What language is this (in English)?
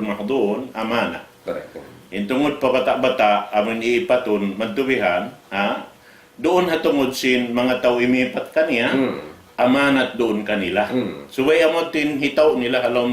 Tausug